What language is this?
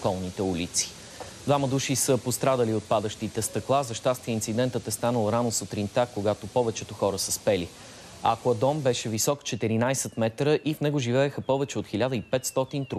Bulgarian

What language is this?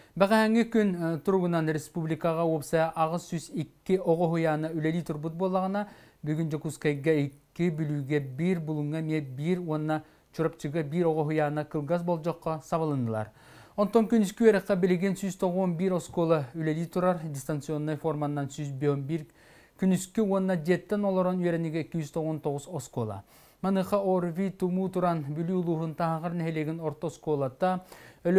Yakut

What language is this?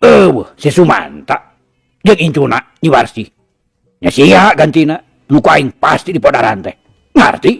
Sundanese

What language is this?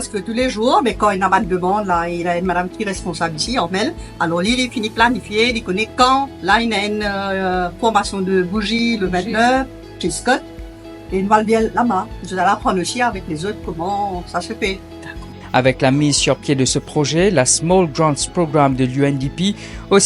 Morisyen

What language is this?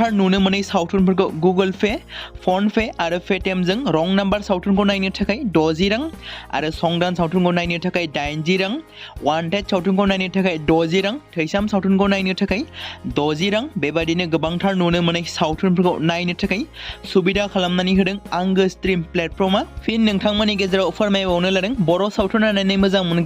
Bodo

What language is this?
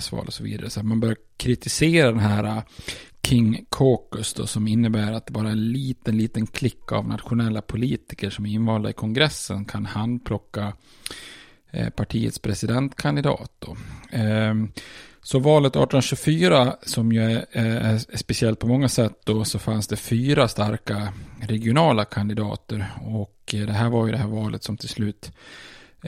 Swedish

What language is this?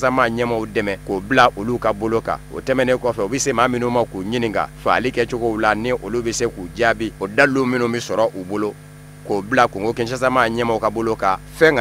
Bambara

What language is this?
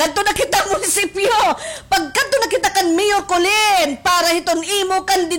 Waray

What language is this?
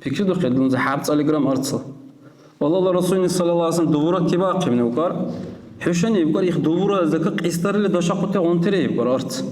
Dargwa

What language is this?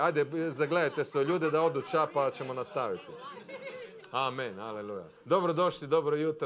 Croatian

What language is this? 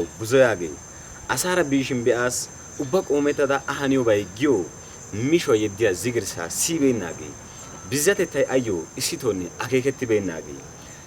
Wolaytta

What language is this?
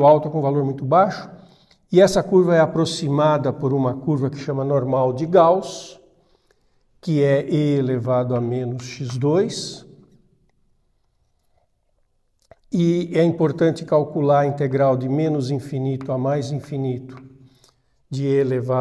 Portuguese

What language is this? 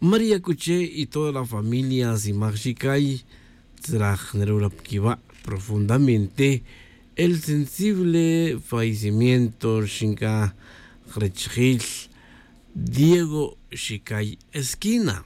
Tz'utujil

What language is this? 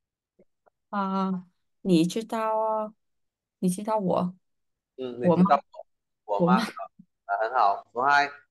Vietnamese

